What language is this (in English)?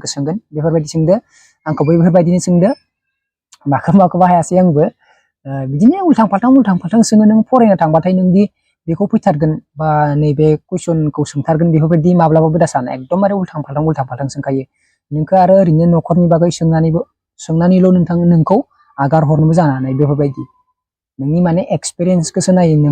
Bodo